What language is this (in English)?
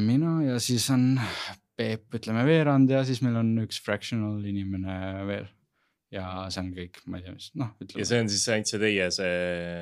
Estonian